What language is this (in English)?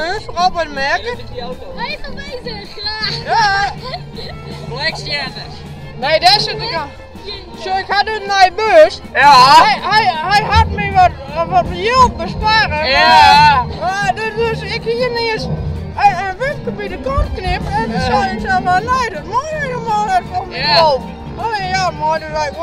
Western Frisian